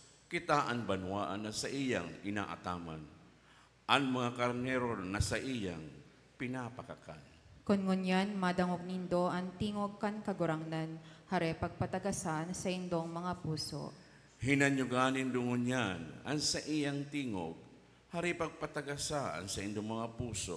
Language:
Bikol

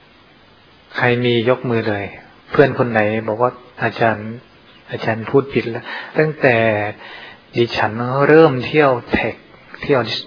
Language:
Thai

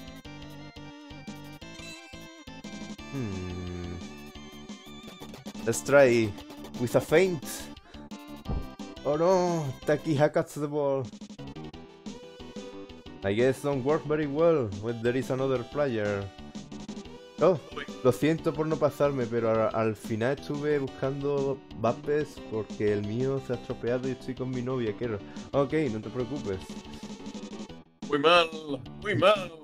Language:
Spanish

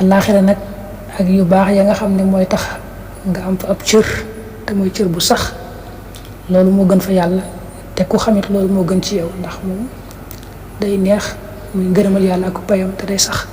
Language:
Wolof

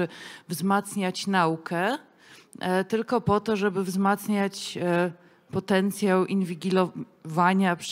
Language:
Polish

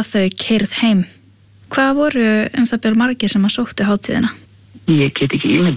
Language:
Icelandic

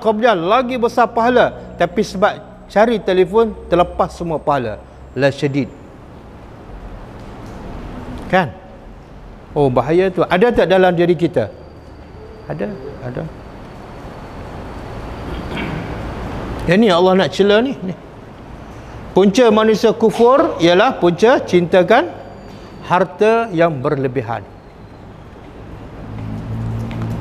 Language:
Malay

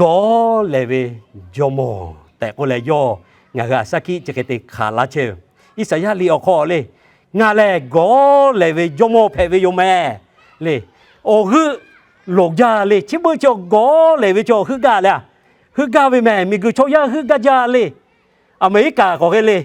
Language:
Lahu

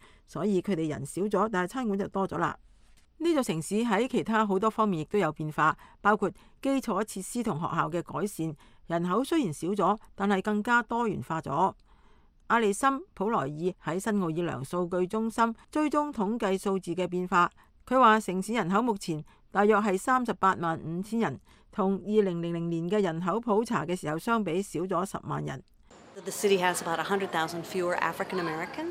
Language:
Cantonese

